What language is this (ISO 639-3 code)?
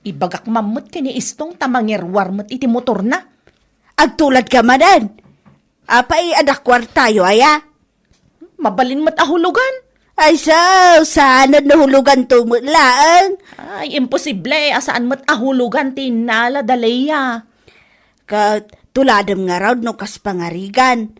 ilo